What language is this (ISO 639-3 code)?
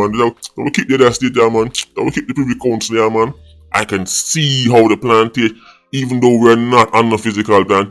jam